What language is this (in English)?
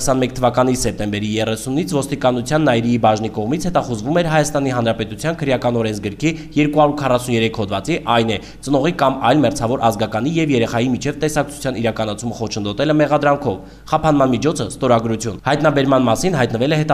Armenian